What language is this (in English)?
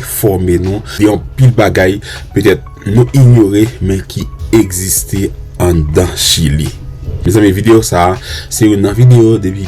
Haitian Creole